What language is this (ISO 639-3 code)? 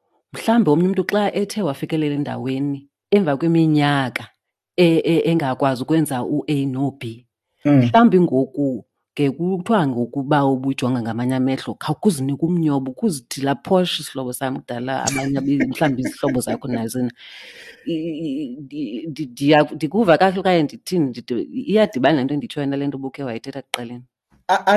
xho